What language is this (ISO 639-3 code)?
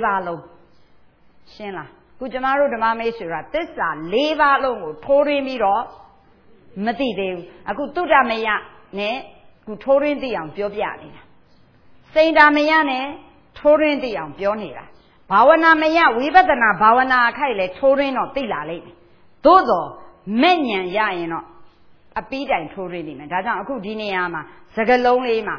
mya